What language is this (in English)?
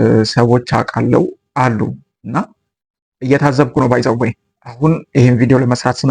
Amharic